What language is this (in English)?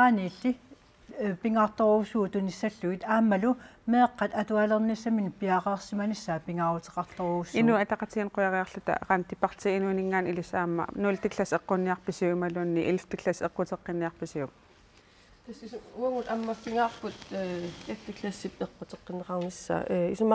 Kalaallisut